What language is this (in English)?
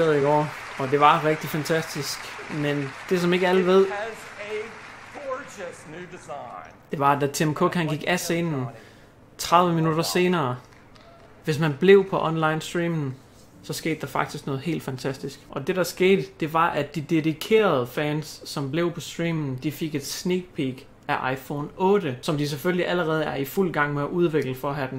Danish